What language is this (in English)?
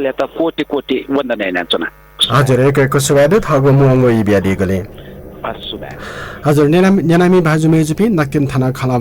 Newari